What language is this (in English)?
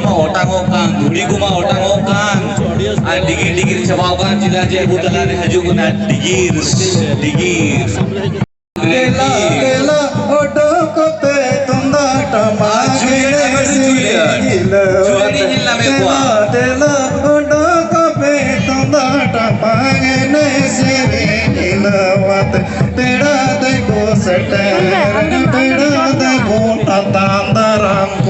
Santali